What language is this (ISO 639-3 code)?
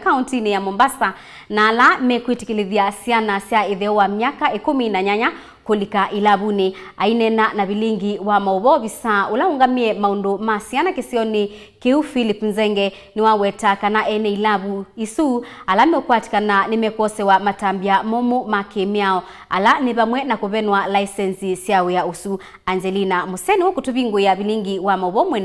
kam